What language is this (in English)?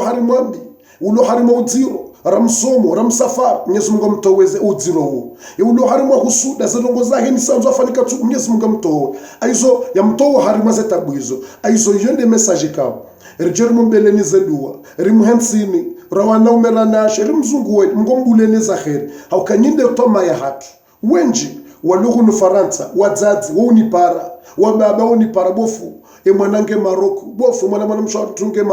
Ngazidja Comorian